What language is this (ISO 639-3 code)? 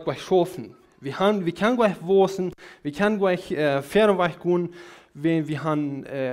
pdt